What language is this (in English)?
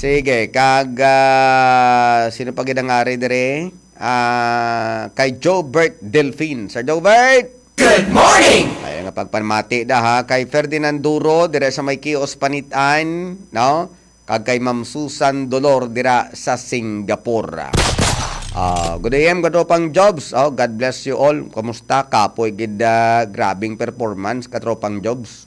Hiligaynon